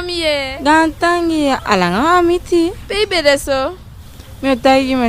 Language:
Eastern Maroon Creole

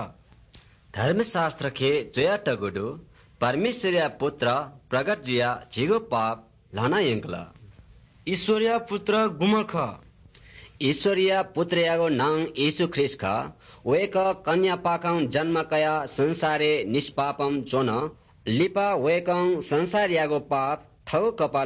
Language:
Newari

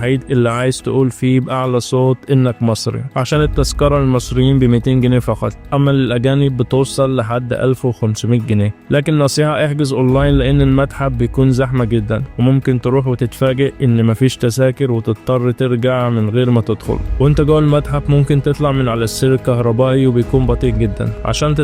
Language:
Egyptian Arabic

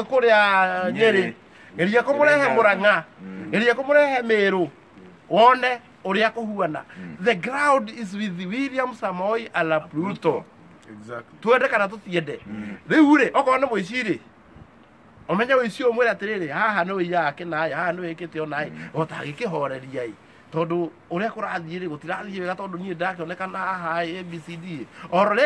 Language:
Kikuyu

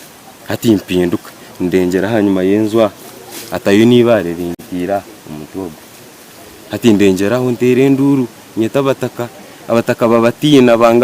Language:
Nyankole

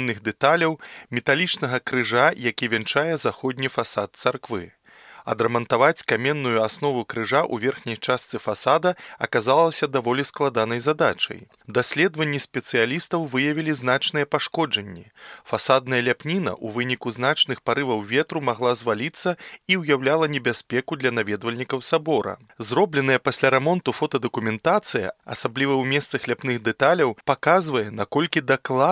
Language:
Belarusian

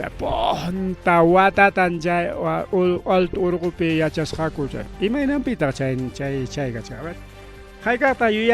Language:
Ayacucho Quechua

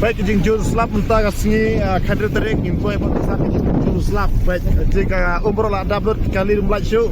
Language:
Khasi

